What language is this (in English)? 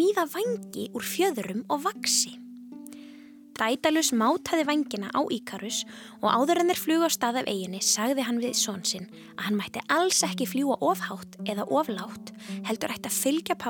Icelandic